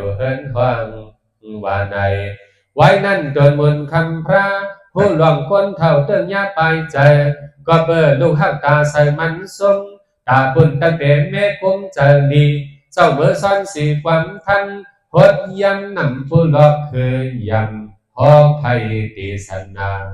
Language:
Shan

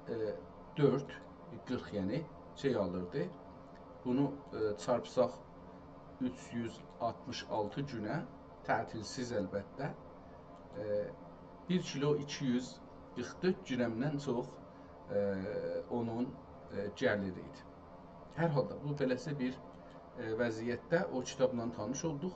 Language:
South Azerbaijani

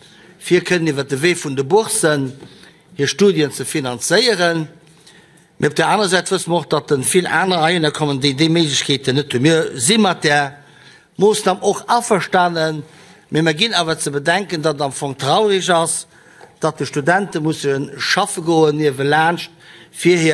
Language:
Luxembourgish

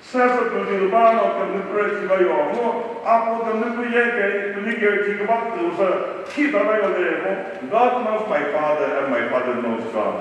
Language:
Chokri Naga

